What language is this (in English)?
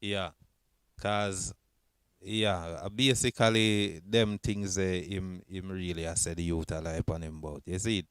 Jamaican Creole English